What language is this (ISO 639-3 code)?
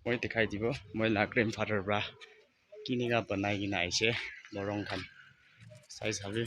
nag